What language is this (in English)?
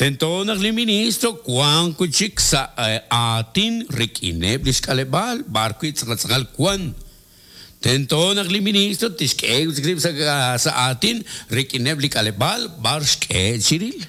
Kekchí